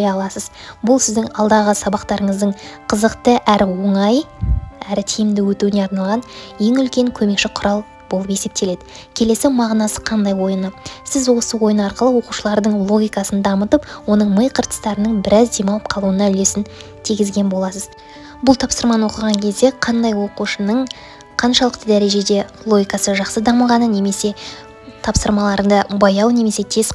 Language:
Kazakh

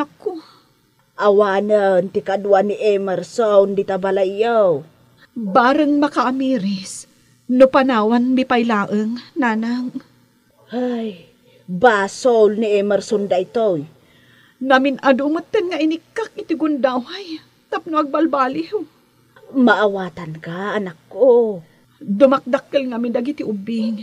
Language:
Iloko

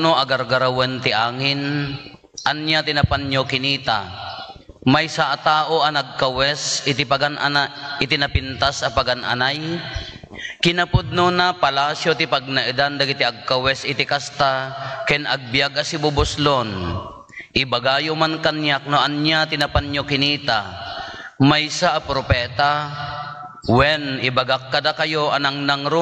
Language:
Iloko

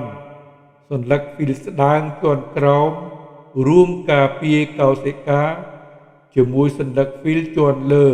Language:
Khmer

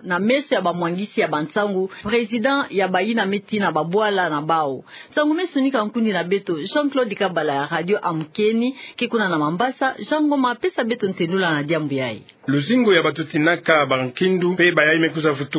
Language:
Kituba (Democratic Republic of Congo)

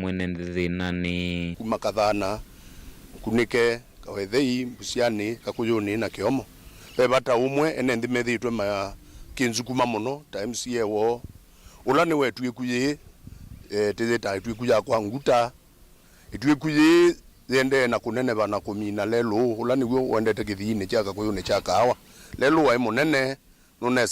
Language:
Kamba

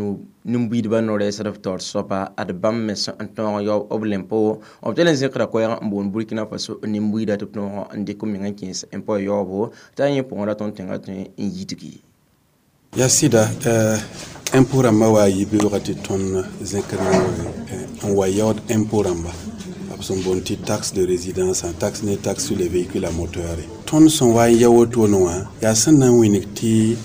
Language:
Mossi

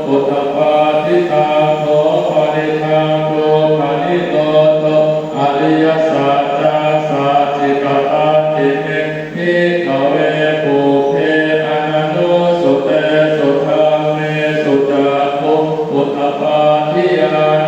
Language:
Pali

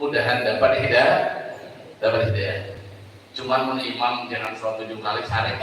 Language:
Banjar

